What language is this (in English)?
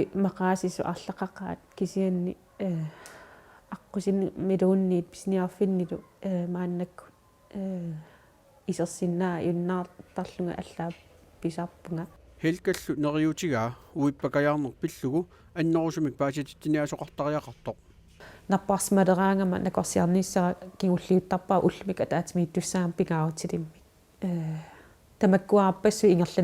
Kalaallisut